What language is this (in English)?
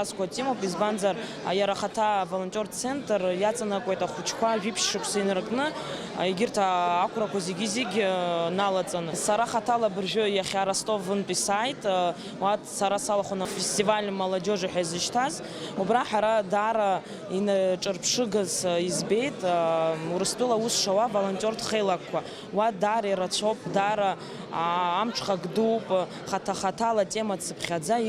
Abkhazian